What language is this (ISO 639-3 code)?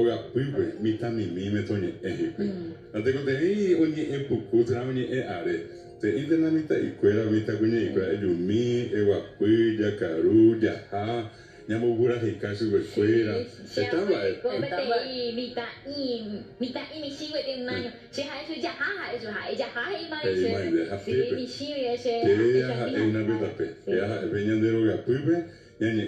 grn